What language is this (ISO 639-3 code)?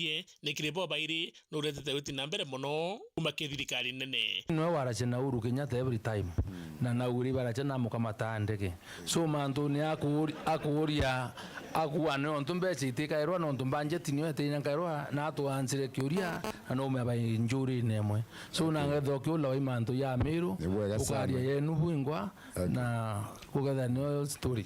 mer